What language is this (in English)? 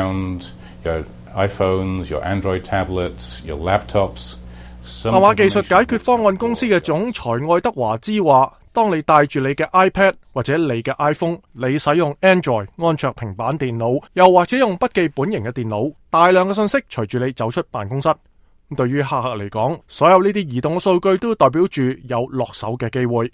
Cantonese